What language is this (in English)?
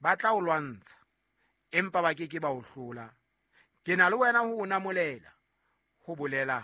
Southern Sotho